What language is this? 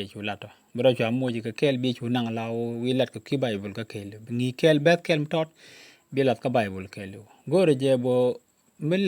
Nuer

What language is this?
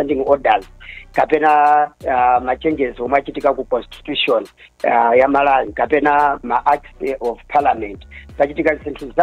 Nyanja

